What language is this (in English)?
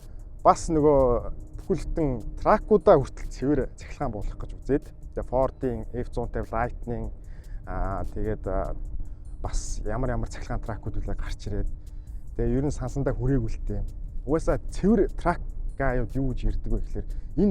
Mongolian